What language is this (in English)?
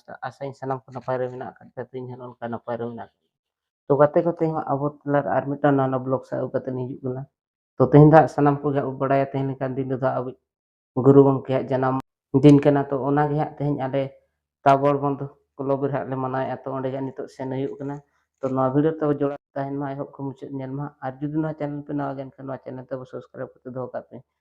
Santali